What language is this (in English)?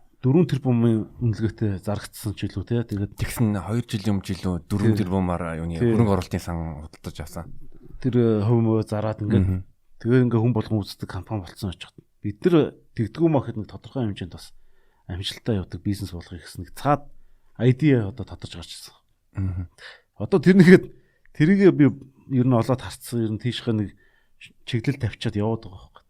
Mongolian